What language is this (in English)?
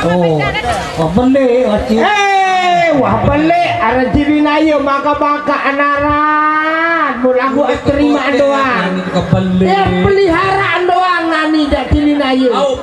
Sasak